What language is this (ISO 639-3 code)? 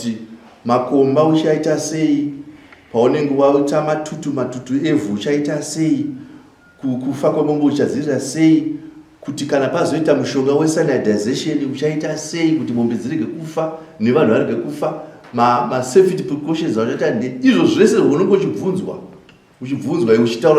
sna